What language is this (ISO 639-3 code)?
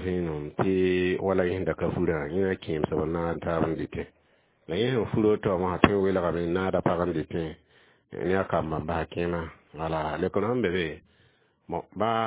mos